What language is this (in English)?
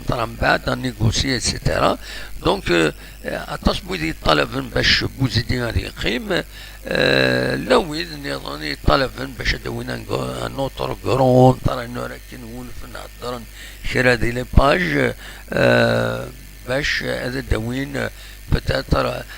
Kabyle